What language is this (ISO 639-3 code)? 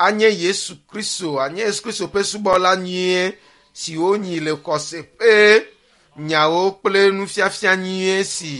ewe